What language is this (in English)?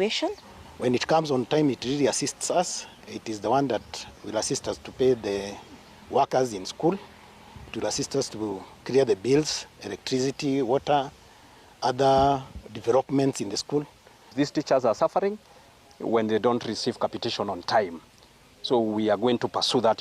Gusii